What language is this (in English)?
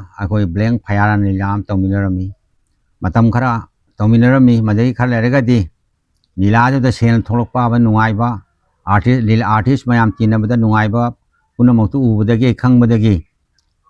Manipuri